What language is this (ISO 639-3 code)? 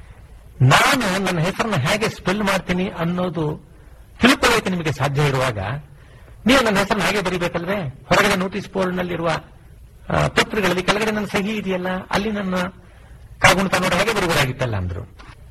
kan